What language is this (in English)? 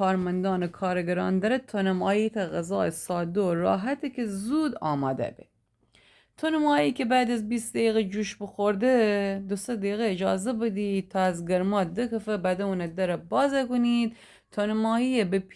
Gilaki